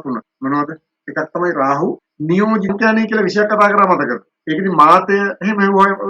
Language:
Sinhala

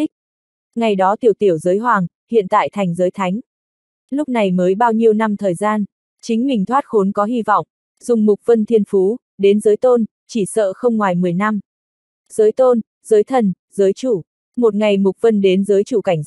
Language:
Vietnamese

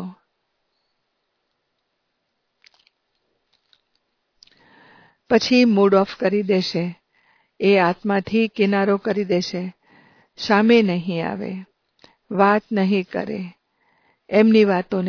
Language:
Gujarati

